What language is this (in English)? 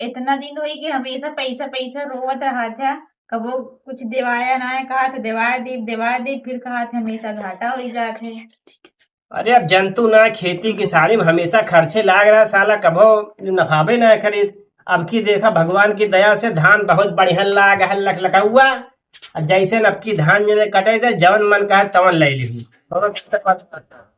Awadhi